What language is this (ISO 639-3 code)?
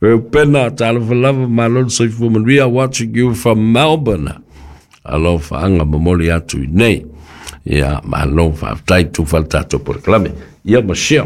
smo